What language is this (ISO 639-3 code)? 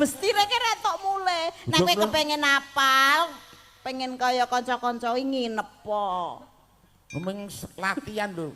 jav